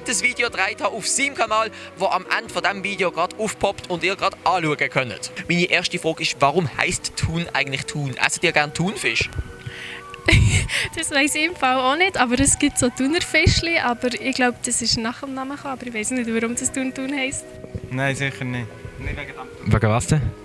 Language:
Swiss German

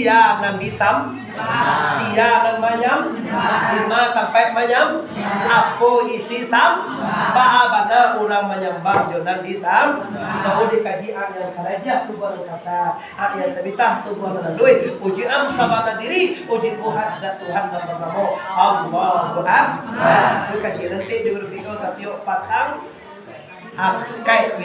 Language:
Minangkabau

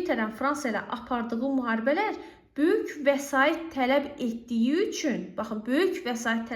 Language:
Azerbaijani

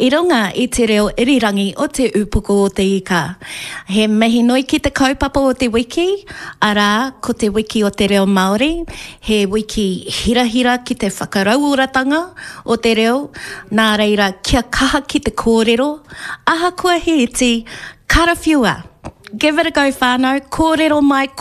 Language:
Māori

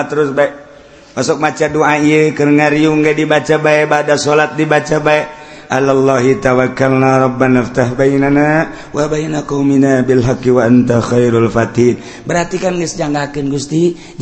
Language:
Sundanese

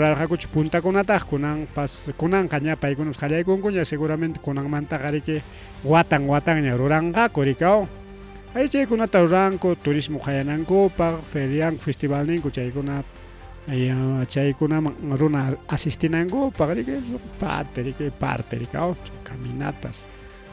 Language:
Ayacucho Quechua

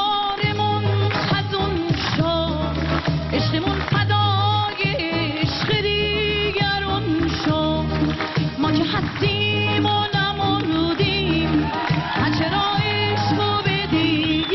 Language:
Persian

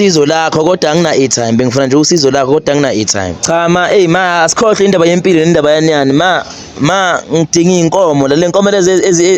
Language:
Zulu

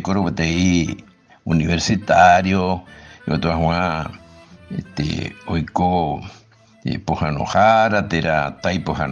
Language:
Guarani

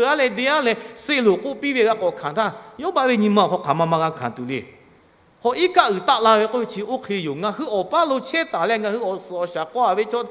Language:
Lahu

